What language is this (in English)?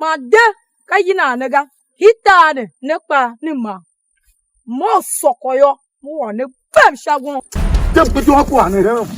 Tiv